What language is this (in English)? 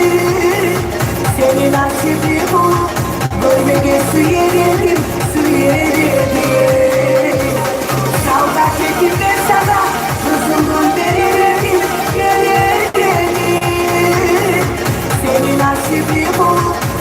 Kumyk